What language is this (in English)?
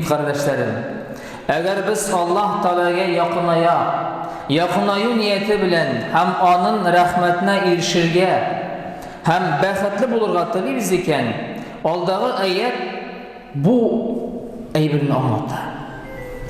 Tatar